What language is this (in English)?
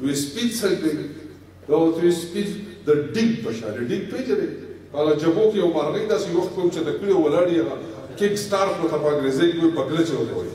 Pashto